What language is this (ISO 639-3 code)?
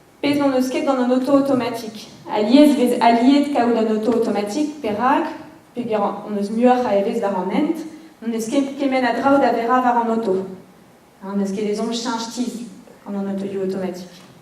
bre